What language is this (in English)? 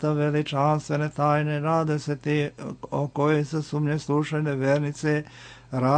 Serbian